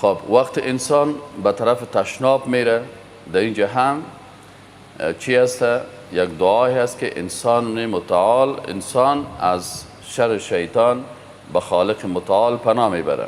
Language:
Persian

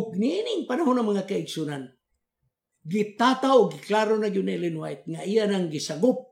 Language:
Cebuano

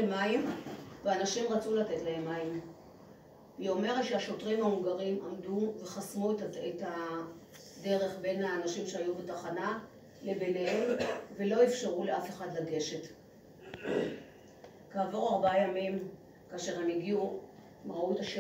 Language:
Hebrew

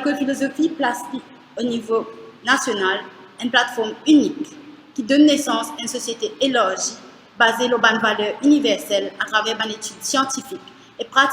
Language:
Morisyen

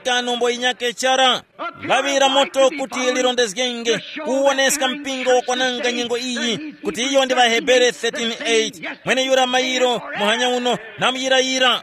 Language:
Tumbuka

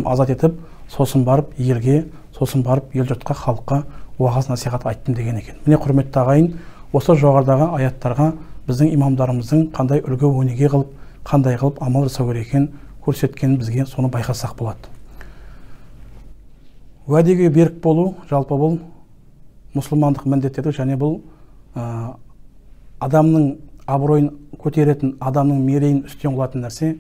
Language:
Kazakh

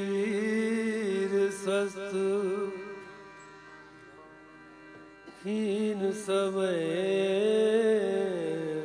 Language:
Hindi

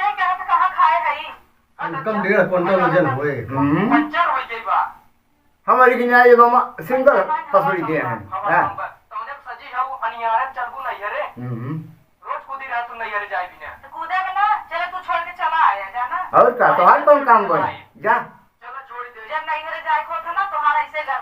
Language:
Awadhi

